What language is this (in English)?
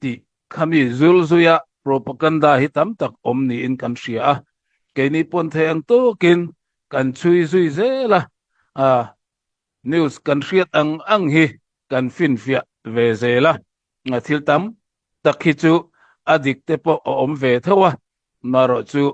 Hakha Chin